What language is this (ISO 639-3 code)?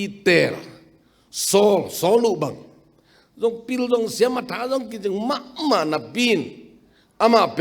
ctd